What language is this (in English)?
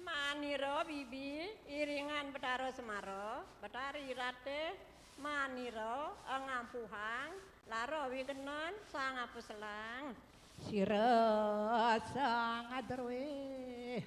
Balinese